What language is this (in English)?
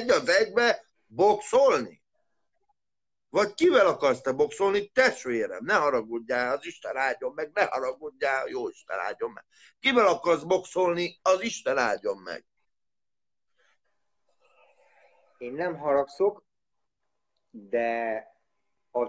Hungarian